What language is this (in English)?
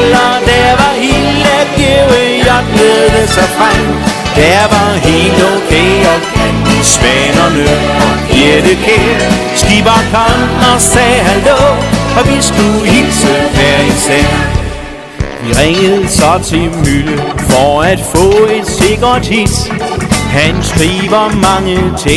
Danish